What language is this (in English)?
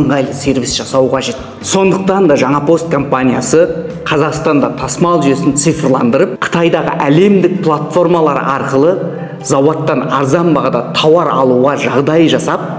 Kazakh